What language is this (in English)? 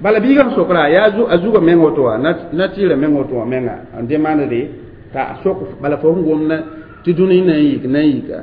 Mossi